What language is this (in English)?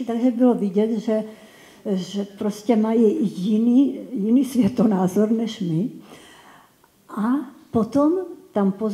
Czech